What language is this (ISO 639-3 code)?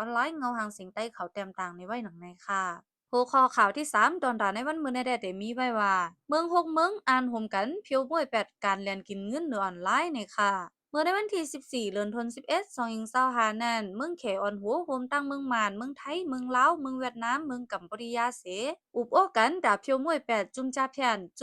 shn